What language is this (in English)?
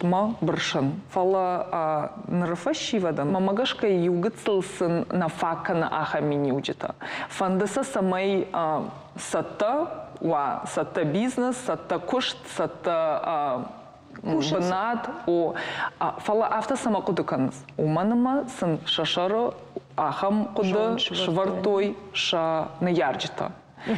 Ossetic